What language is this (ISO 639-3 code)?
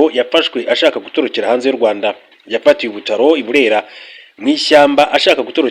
kin